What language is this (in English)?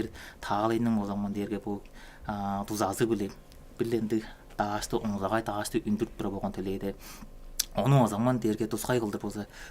Tuvinian